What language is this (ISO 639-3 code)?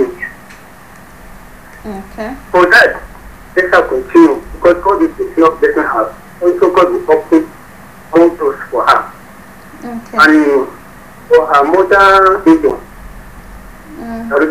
eng